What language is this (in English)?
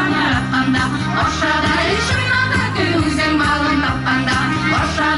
Tatar